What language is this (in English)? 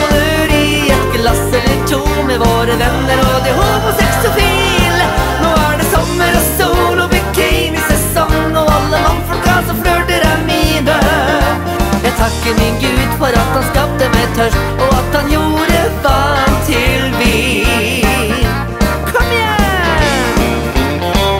Norwegian